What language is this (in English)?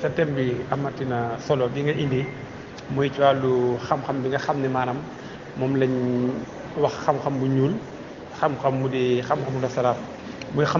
Wolof